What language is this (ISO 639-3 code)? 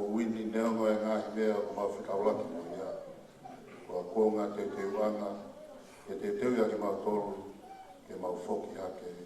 ton